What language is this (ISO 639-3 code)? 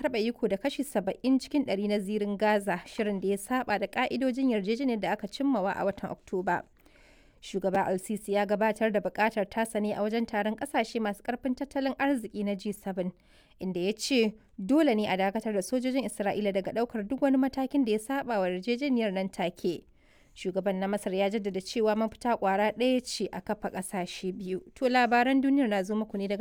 hau